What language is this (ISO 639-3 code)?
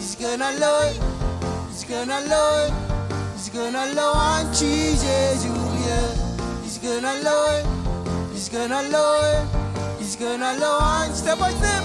mah